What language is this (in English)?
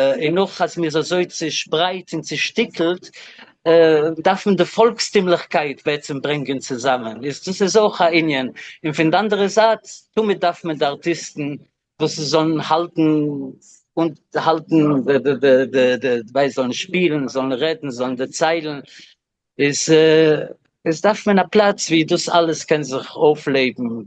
Yiddish